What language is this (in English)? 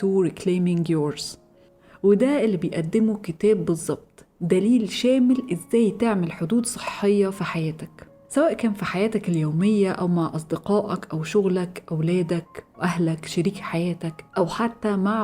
Egyptian Arabic